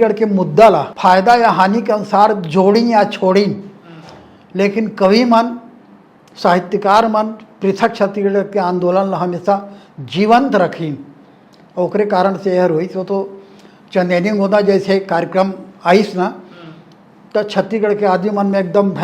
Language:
Chhattisgarhi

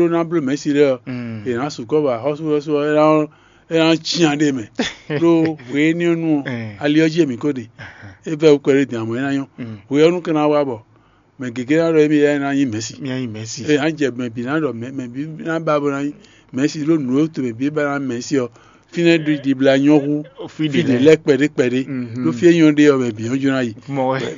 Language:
Fon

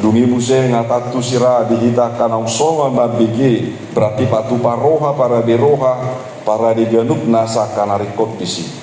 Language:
Batak Toba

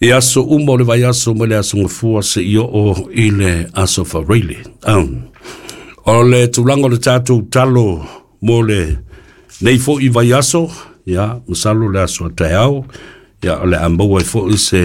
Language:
Samoan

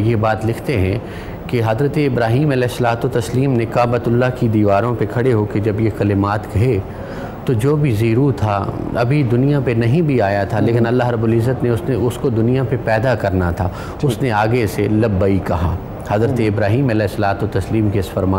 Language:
Urdu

